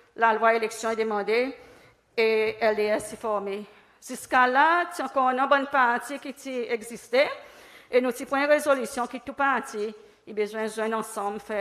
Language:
Seselwa Creole French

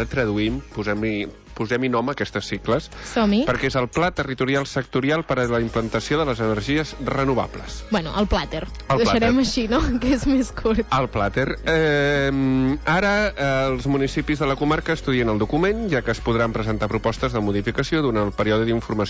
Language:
Catalan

